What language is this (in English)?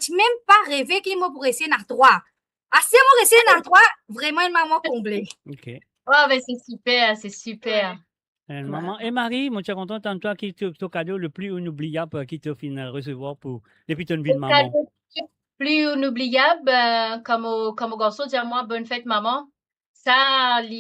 Morisyen